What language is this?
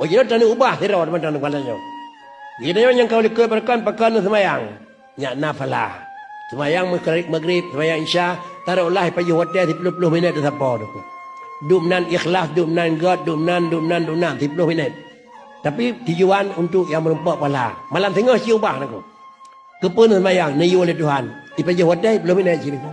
Achinese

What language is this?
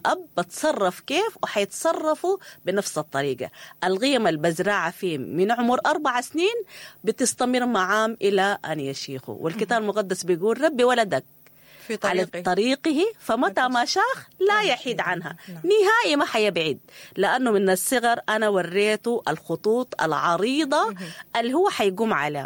Sudanese Arabic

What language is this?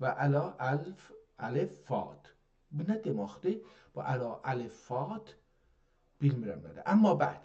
South Azerbaijani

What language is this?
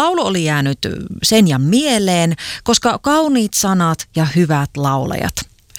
Finnish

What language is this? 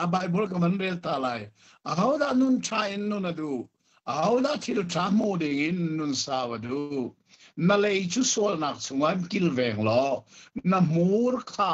Hakha Chin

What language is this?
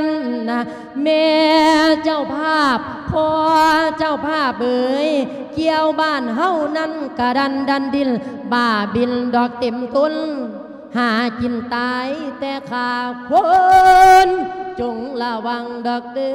Lao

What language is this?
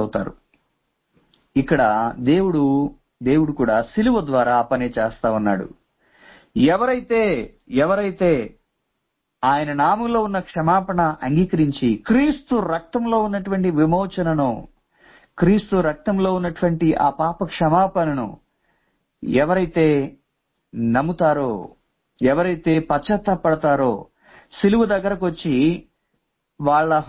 Telugu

